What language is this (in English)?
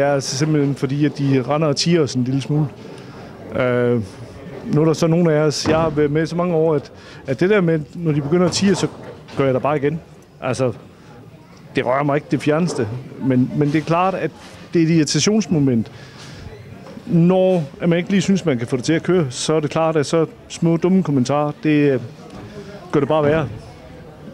Danish